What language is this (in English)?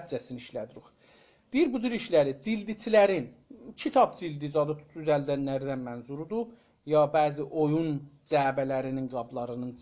South Azerbaijani